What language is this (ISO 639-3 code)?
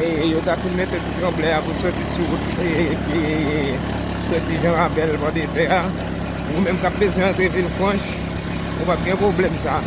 hat